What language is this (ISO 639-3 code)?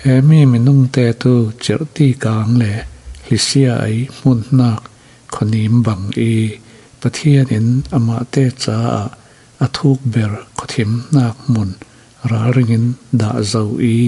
cfm